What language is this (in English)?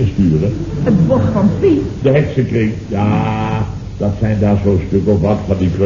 Dutch